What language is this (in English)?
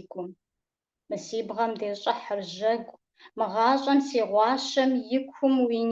Kabardian